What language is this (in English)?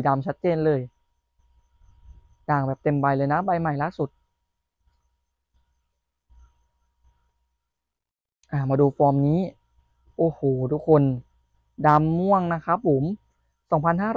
Thai